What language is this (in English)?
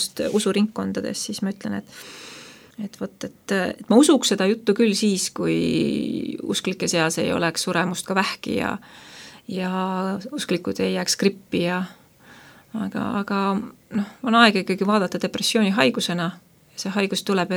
Estonian